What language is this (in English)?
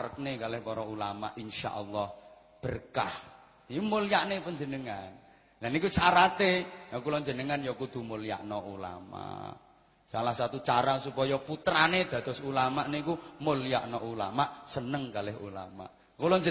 Javanese